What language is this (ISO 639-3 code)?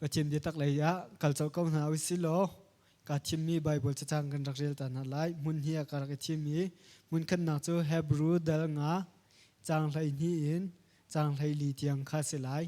cnh